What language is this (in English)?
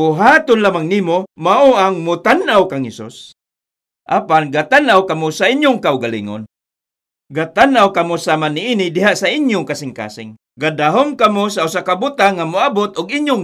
Cebuano